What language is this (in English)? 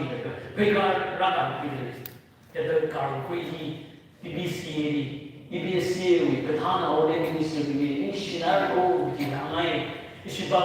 Tangkhul Naga (India)